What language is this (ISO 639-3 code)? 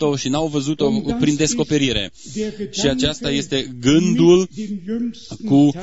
ron